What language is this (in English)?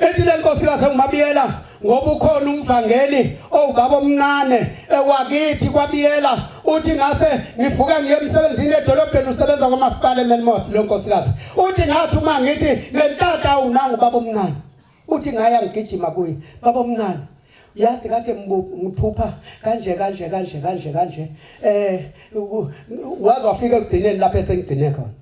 Zulu